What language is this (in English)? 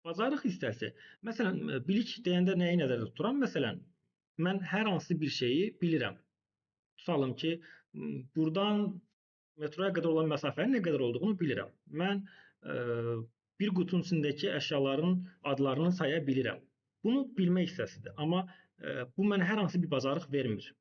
Azerbaijani